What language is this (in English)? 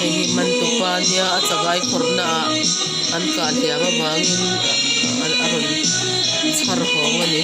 Mizo